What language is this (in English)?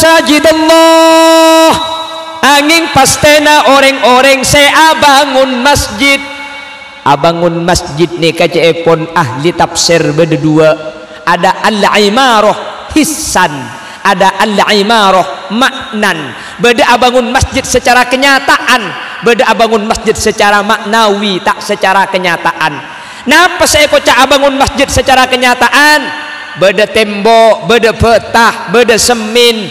Madurese